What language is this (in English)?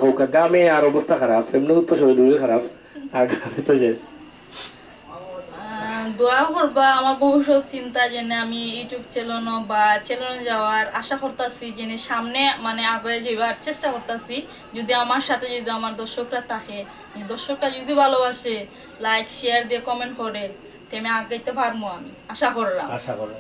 Sylheti